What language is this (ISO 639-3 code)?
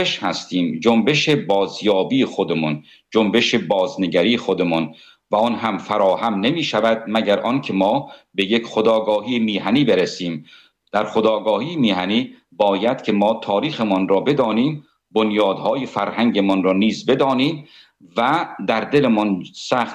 fas